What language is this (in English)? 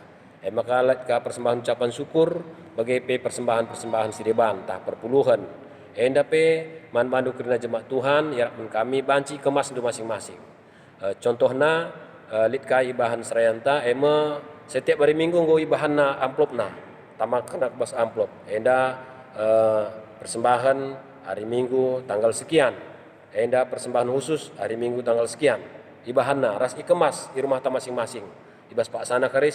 Batak Karo